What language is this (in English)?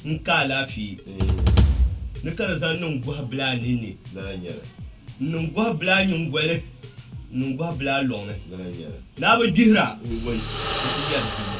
Dagbani